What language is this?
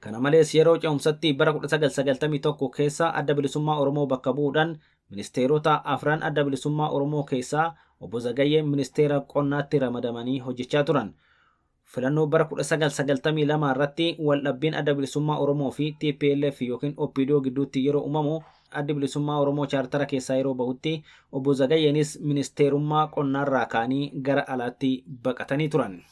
Oromo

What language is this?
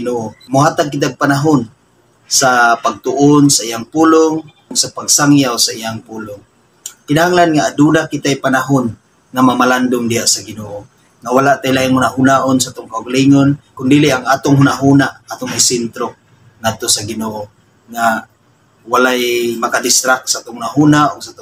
Cebuano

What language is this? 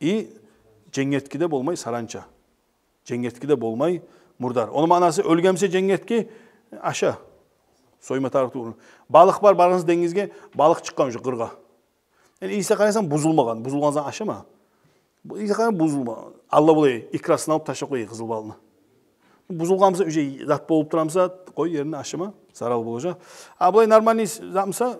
Kumyk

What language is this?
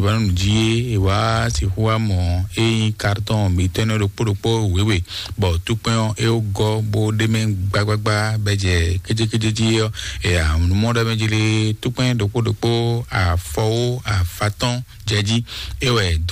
Fon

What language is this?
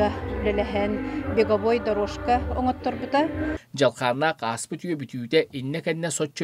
Yakut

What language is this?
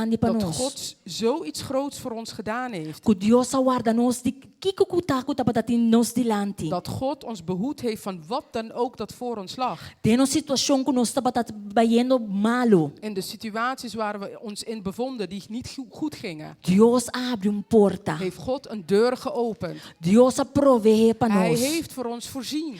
Papiamento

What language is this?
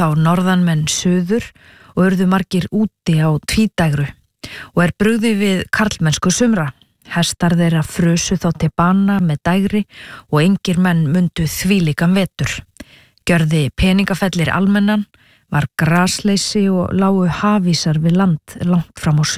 Icelandic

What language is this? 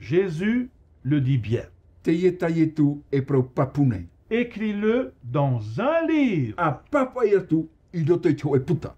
Tahitian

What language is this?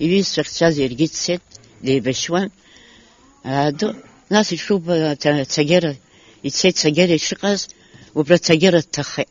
Abkhazian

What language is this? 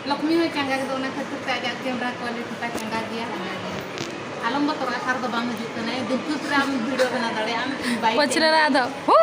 Santali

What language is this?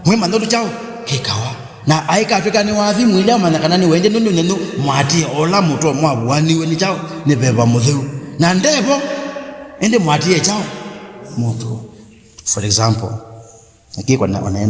Kamba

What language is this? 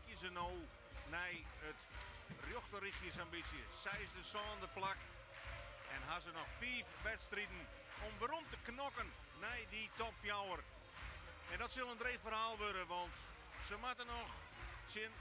Western Frisian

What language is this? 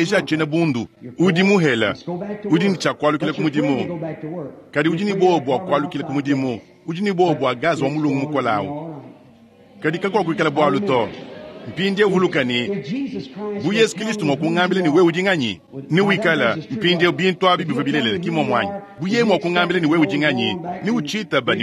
Luba-Lulua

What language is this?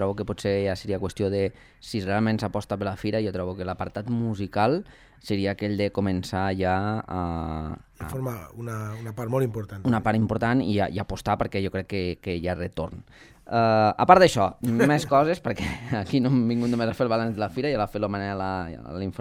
Catalan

